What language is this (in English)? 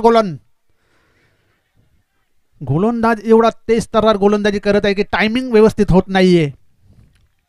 Marathi